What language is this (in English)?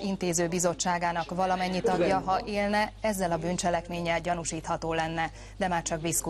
Hungarian